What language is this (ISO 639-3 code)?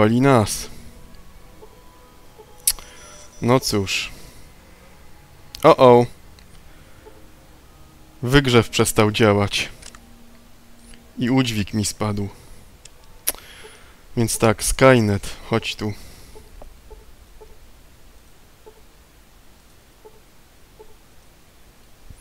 pol